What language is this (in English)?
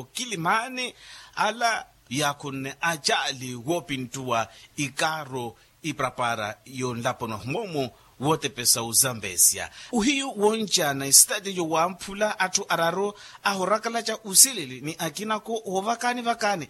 Makhuwa